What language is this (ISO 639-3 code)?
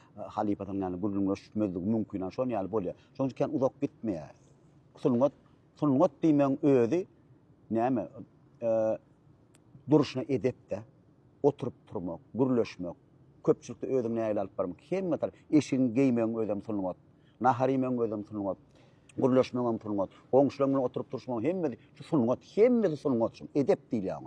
tuk